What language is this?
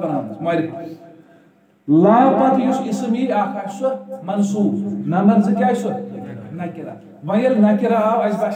Kashmiri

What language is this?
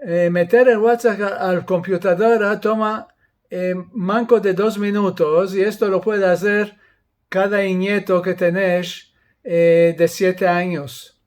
Ladino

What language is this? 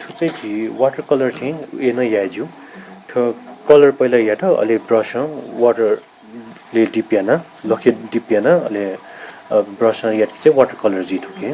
Newari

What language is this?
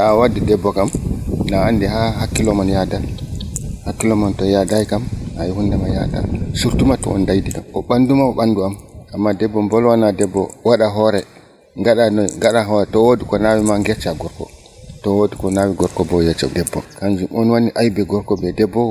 Nigerian Fulfulde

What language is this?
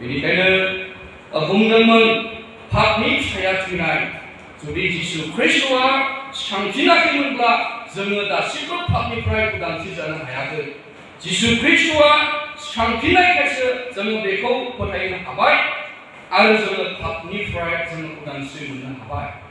Bodo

